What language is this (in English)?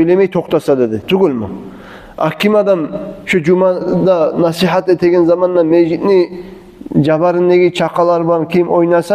Kumyk